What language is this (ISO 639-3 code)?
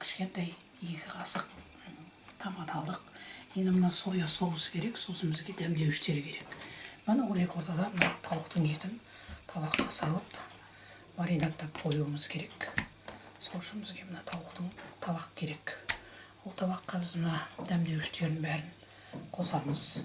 kaz